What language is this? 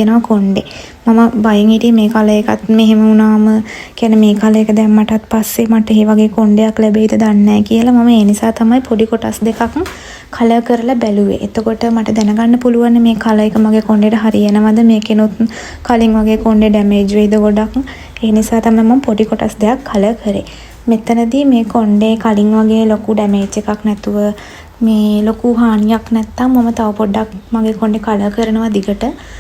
Sinhala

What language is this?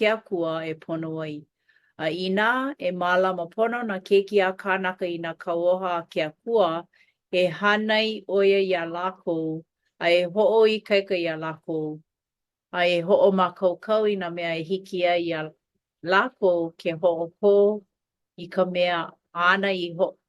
Hawaiian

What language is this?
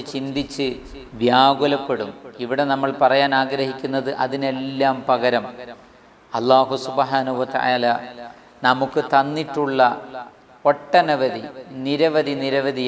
Malayalam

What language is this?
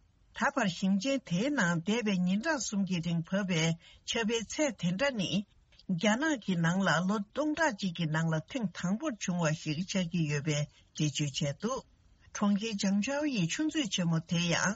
Tibetan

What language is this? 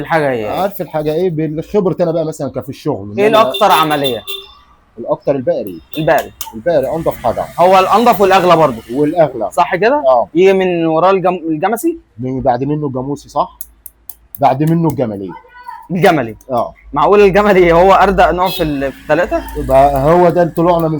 Egyptian Arabic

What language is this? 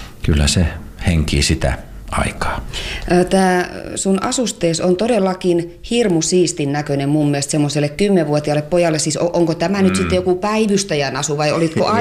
Finnish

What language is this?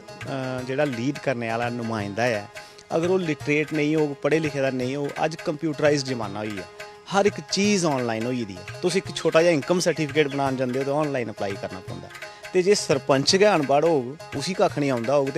Dogri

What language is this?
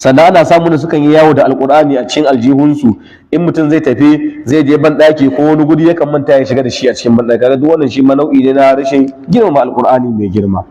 Hausa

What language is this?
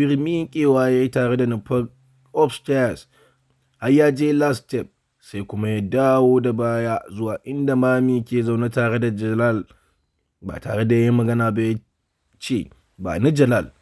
Hausa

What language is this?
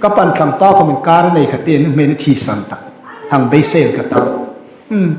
Hmar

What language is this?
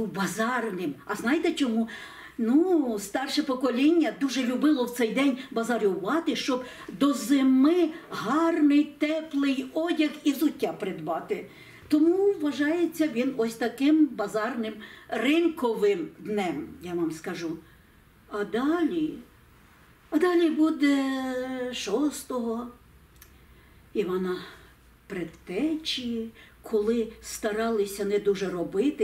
Ukrainian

